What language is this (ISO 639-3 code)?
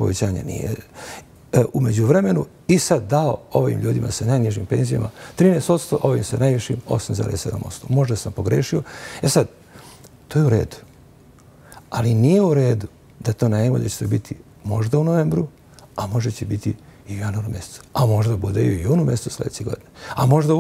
bos